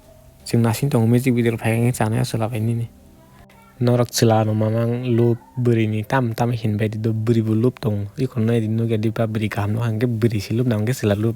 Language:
Kok Borok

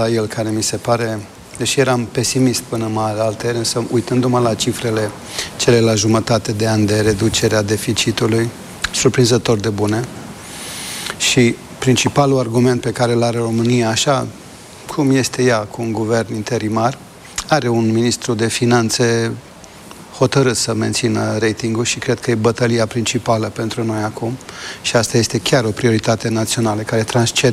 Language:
Romanian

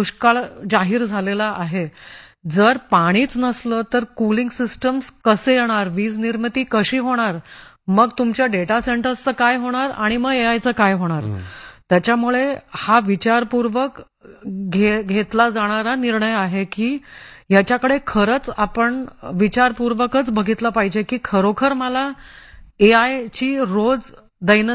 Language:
Marathi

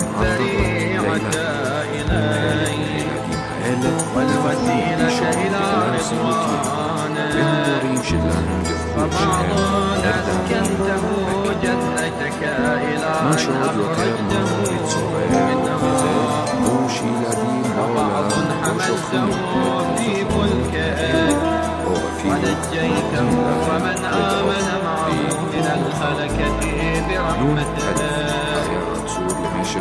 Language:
Arabic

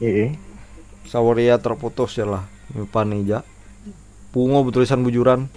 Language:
Banjar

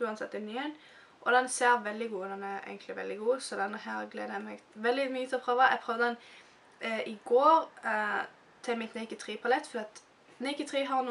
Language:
Norwegian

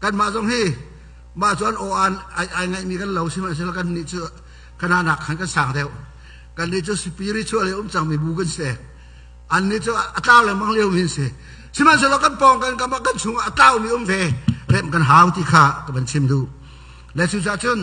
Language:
Hakha Chin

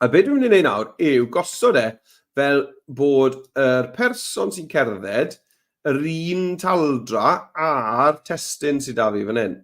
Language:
Welsh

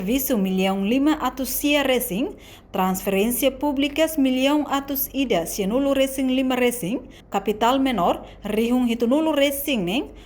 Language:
Tetum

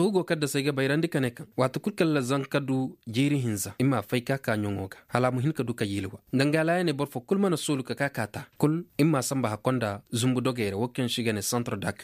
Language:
Zarma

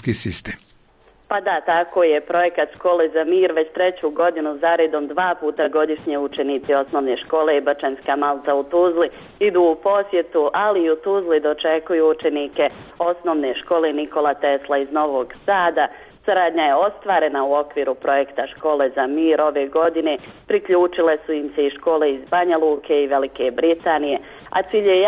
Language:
Bosnian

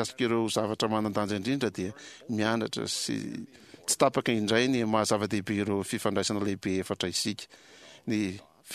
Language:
Malagasy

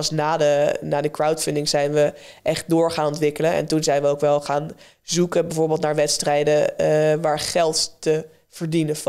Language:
Dutch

